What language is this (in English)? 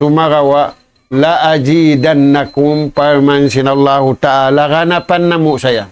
Tausug